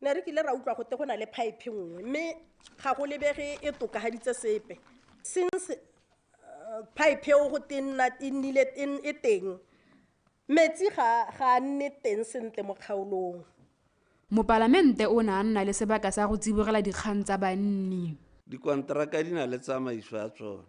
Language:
Tswana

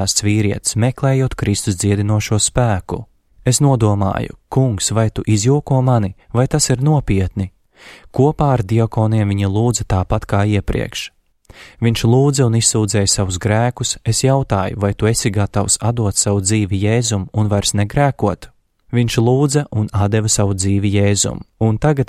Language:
Latvian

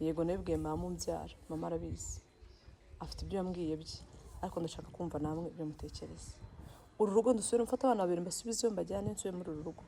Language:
Kinyarwanda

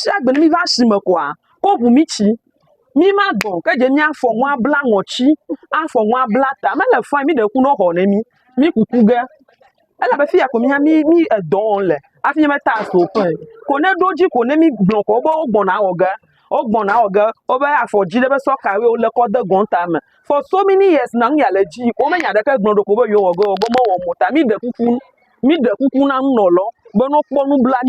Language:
Ewe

